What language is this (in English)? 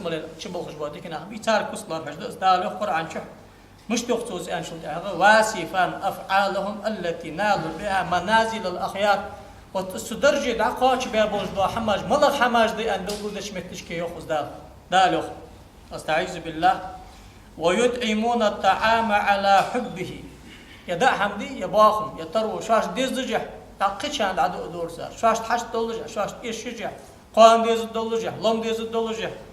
Ingush